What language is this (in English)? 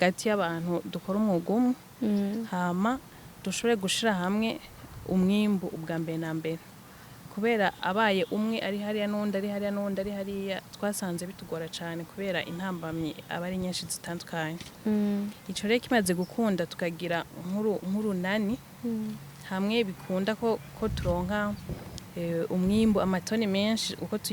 Rundi